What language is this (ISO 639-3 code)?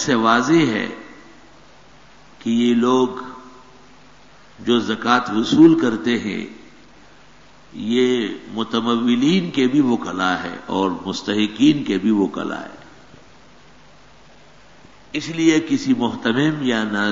urd